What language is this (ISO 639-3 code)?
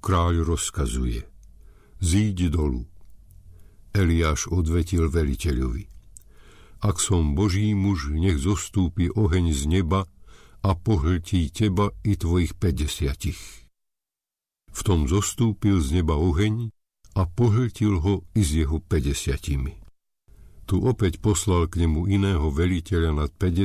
slk